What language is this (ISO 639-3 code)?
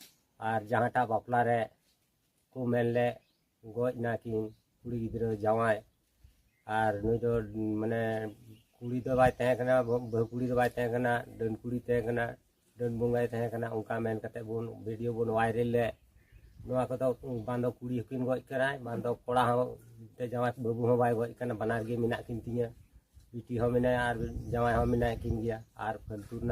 sat